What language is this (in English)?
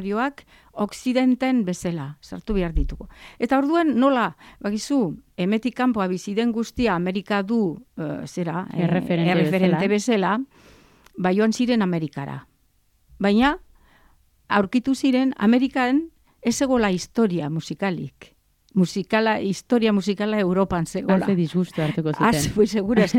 Basque